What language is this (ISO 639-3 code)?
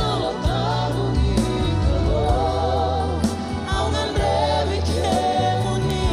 fij